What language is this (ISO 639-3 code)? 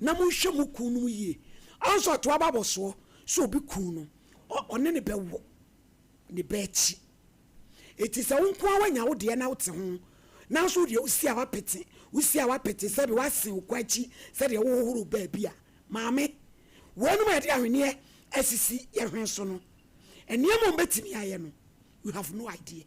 aka